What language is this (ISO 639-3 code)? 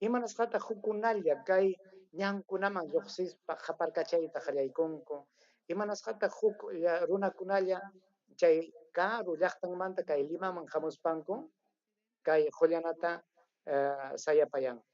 quy